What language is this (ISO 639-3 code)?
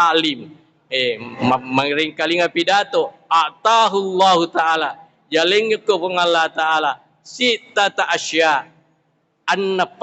bug